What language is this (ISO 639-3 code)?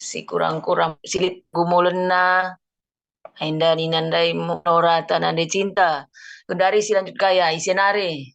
btx